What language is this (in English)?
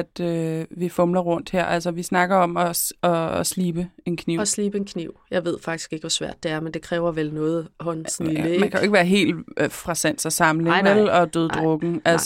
Danish